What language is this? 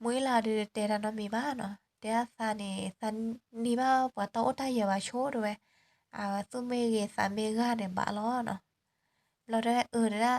S'gaw Karen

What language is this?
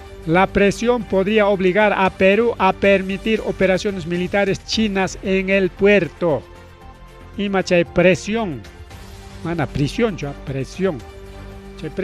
Ayacucho Quechua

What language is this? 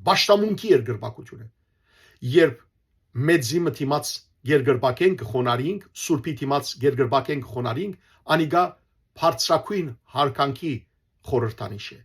Western Armenian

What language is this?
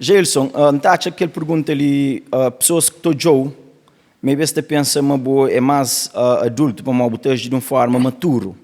Kabuverdianu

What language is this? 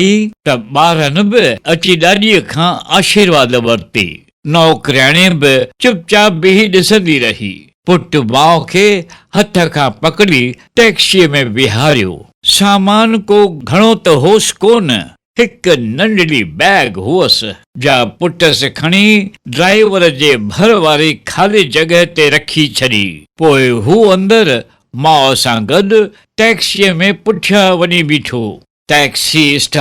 Sindhi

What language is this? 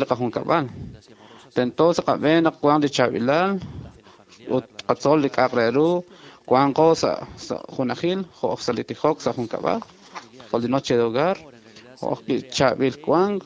Kekchí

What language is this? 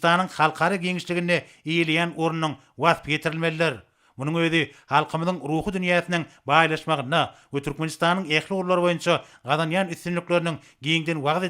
Turkmen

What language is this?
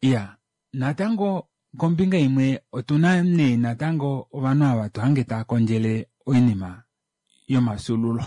Kuanyama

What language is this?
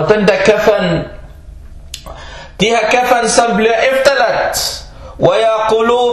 Danish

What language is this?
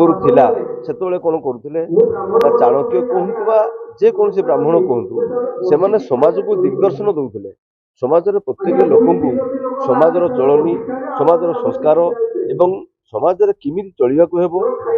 Odia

